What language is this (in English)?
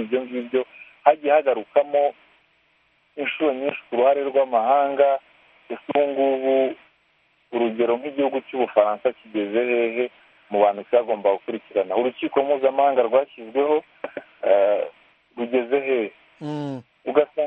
Kinyarwanda